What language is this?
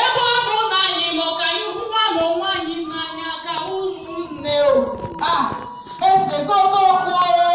Igbo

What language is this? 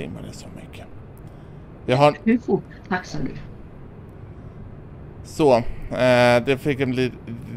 Swedish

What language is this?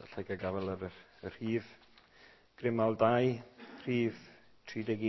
Welsh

